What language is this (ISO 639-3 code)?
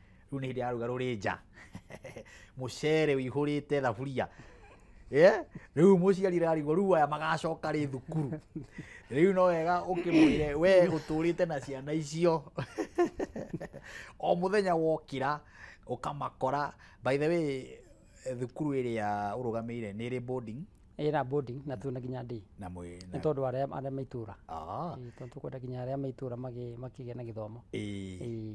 kik